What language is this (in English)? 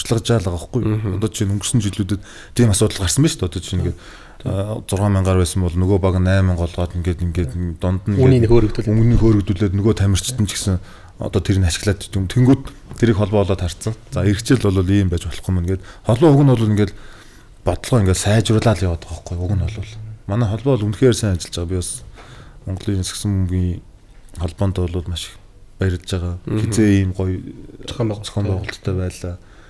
Mongolian